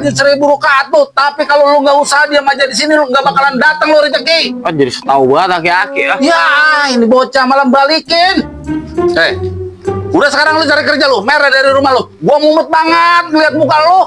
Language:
Betawi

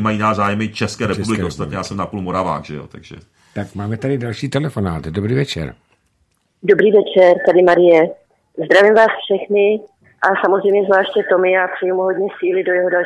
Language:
Czech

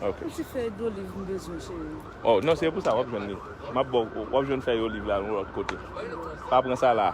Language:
Haitian Creole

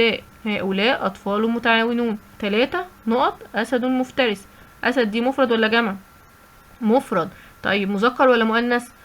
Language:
Egyptian Arabic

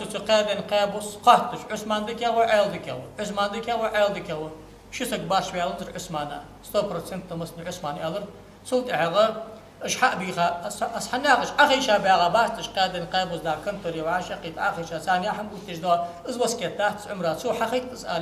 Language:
Ingush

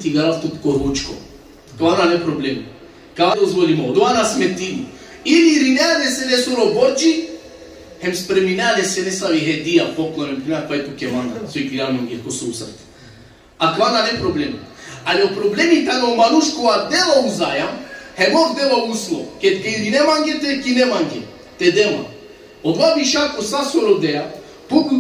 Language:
Balkan Romani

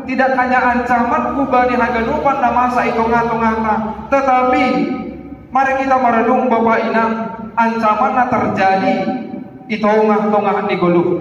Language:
Batak Simalungun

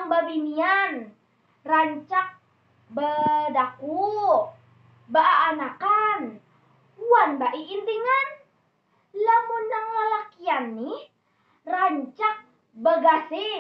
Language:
Banjar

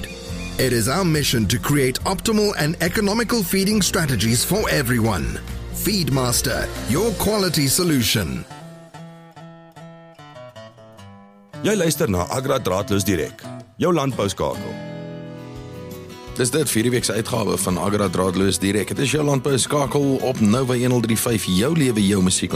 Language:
Afrikaans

